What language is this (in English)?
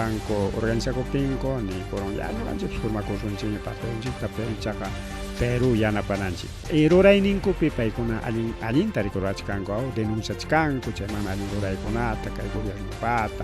Ayacucho Quechua